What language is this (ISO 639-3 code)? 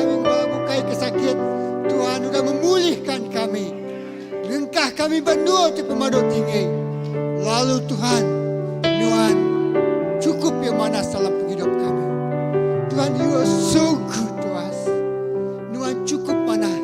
iba